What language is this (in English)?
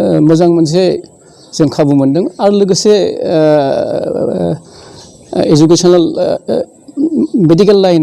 Bodo